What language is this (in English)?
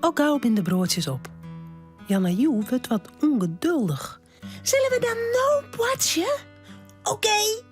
Western Frisian